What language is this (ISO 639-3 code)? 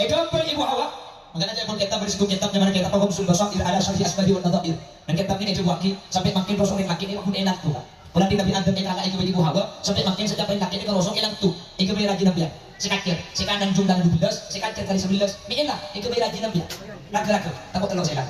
mad